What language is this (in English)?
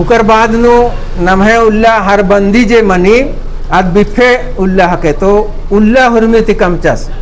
Kurukh